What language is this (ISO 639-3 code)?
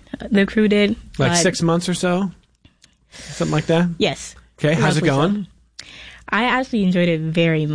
eng